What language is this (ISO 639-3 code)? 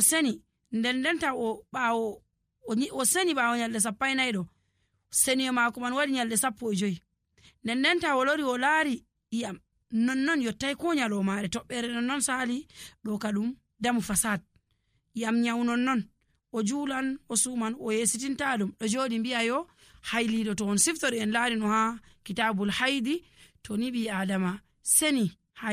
fuv